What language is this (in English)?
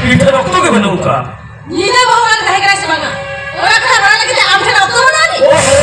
Santali